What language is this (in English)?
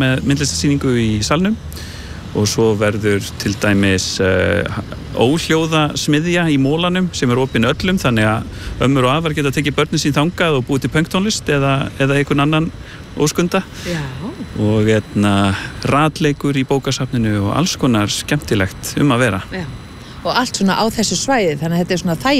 Icelandic